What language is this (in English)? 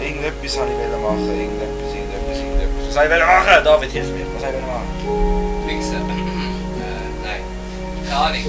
Swiss German